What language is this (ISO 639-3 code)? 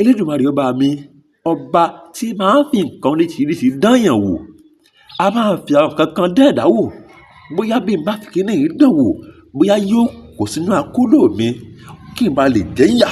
yor